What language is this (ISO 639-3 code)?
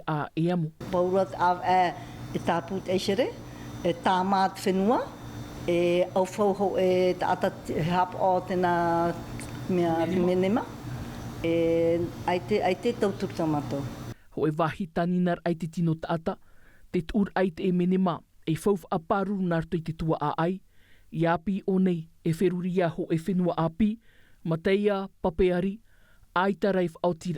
tah